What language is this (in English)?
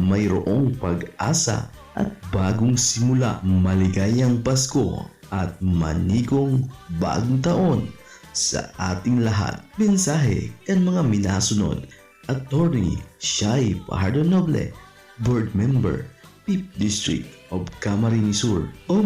Bikol